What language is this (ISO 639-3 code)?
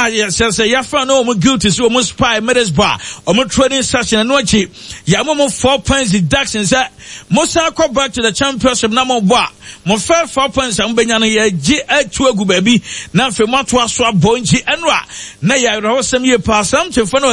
aka